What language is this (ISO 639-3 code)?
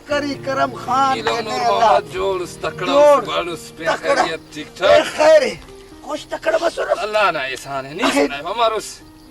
brh